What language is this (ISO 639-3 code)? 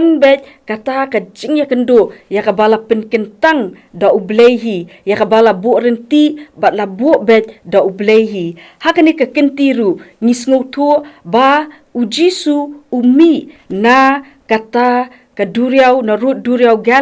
kha